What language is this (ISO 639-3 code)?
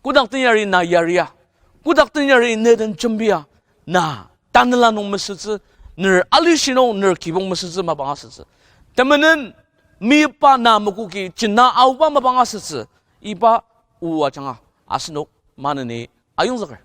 njo